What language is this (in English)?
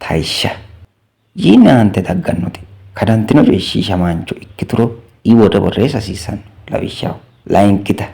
Sidamo